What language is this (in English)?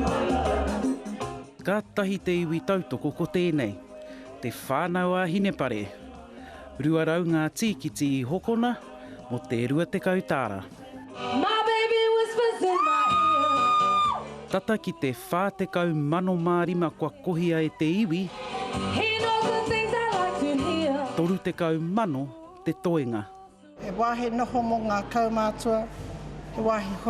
Māori